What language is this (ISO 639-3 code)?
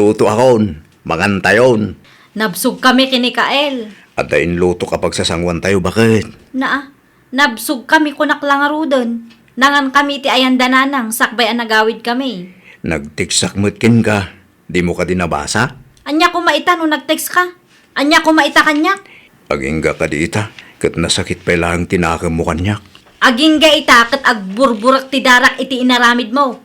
ilo